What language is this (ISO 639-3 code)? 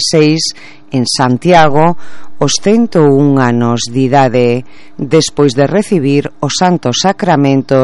glg